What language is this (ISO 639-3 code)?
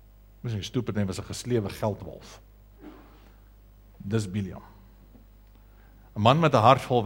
afr